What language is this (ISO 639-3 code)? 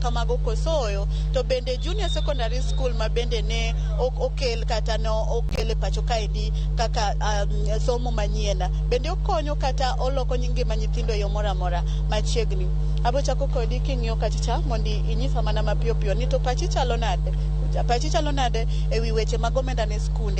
luo